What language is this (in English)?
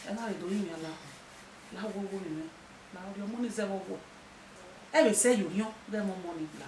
Bini